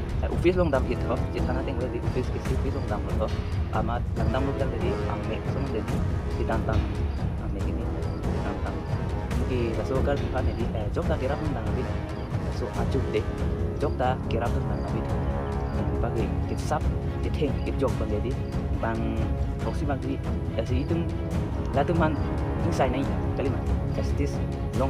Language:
Karbi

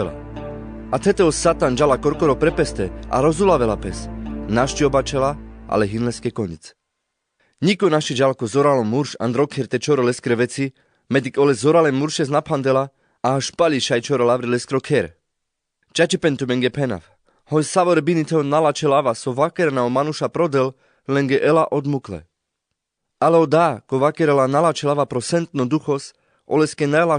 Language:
Carpathian Romani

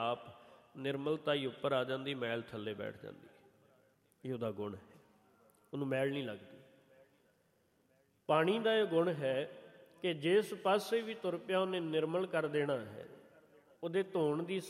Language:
Punjabi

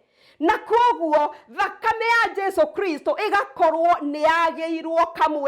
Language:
Kikuyu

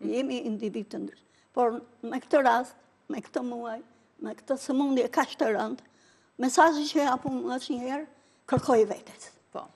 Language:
Albanian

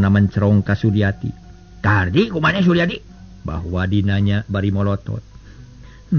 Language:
Sundanese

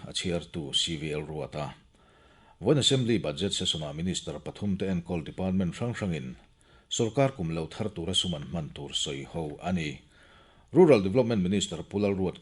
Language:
Mizo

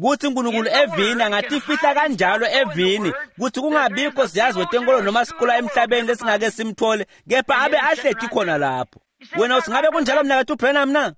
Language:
Swati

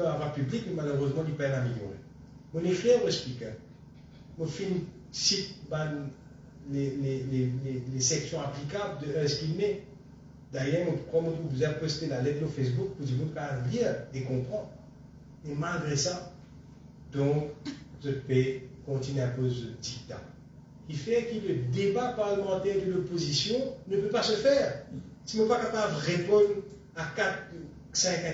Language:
Morisyen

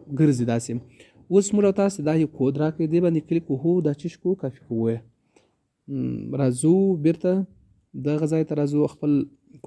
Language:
Pashto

